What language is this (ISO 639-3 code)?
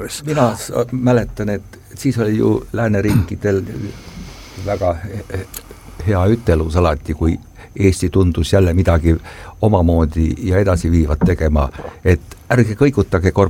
est